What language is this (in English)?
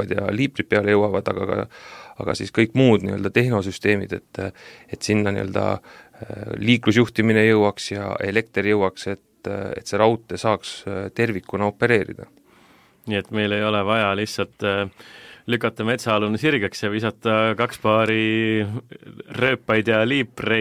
Estonian